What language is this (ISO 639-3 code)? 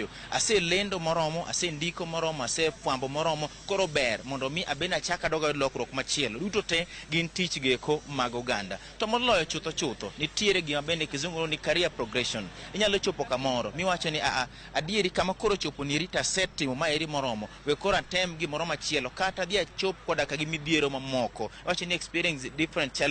luo